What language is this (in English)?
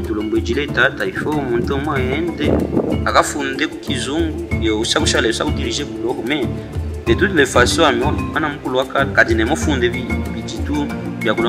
Luba-Katanga